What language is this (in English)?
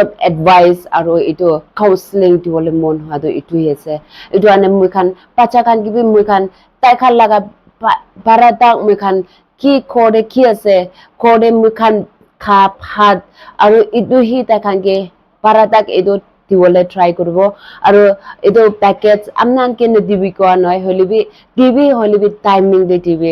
Naga Pidgin